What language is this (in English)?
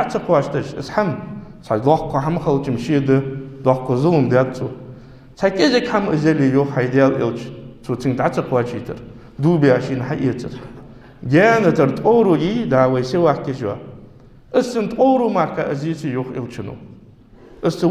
Ingush